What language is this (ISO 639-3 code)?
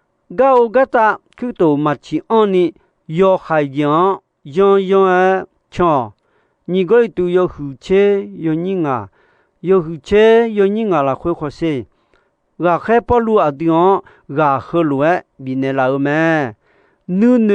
ahk